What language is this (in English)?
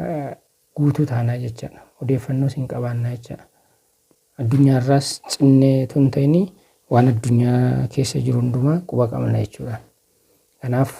Oromo